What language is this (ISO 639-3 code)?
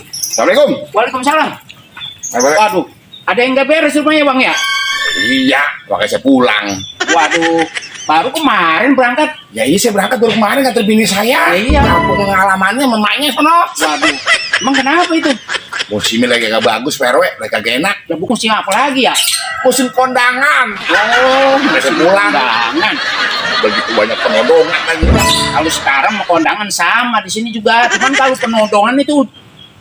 bew